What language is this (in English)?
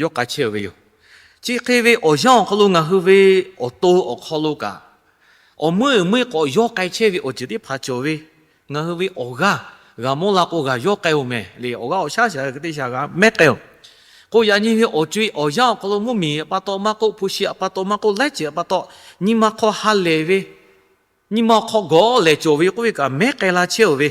Lahu